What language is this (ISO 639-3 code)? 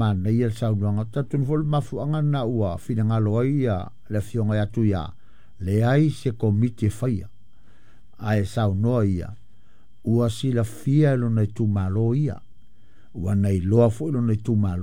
smo